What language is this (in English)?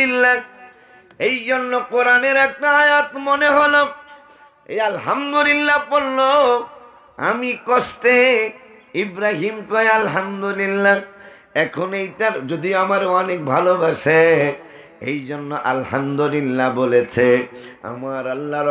Bangla